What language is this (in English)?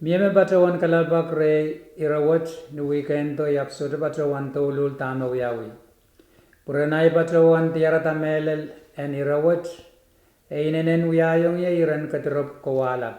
Pohnpeian